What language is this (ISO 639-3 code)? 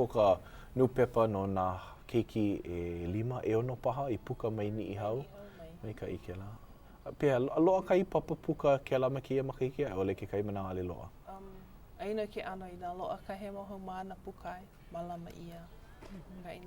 haw